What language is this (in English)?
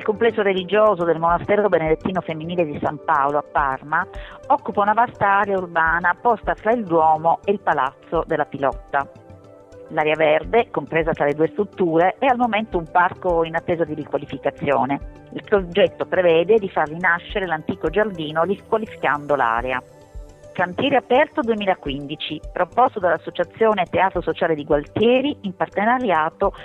Italian